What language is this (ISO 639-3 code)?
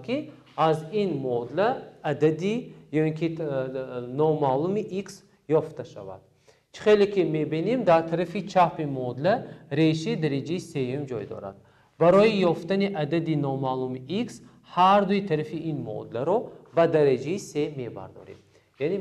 tgk